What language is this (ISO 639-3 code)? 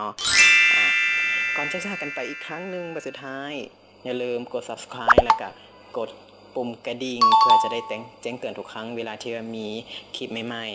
lao